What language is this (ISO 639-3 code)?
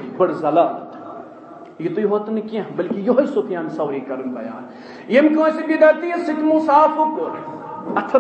kas